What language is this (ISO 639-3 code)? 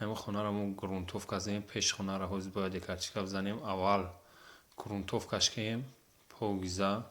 tgk